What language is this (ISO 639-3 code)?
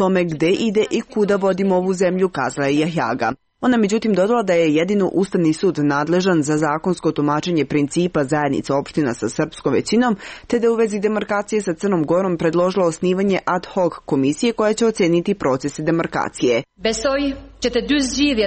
srp